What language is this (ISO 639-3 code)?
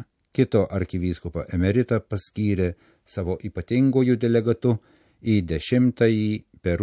lit